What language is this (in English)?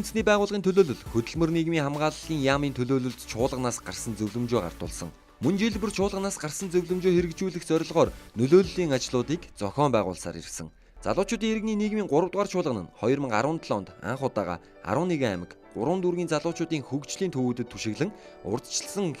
Mongolian